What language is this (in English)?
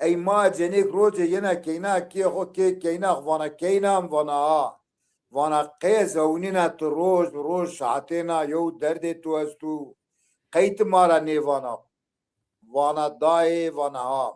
Zaza